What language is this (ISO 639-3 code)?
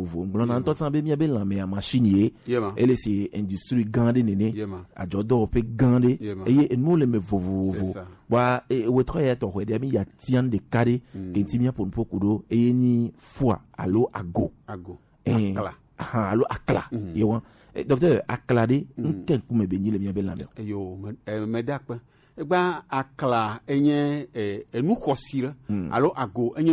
gej